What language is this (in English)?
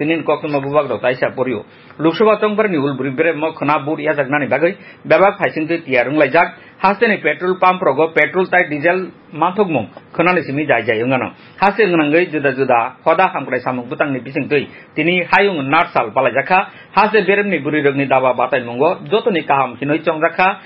Kok Borok